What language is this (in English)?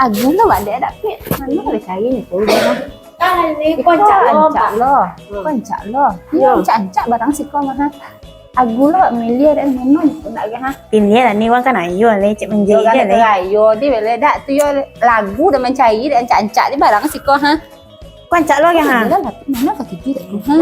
Minangkabau